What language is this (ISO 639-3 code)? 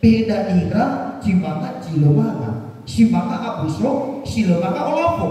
nia